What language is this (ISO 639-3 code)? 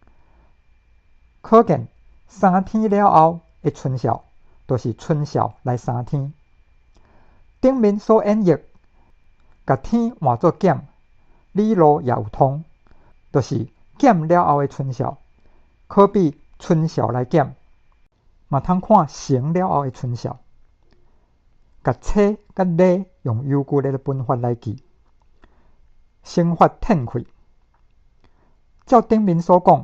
nan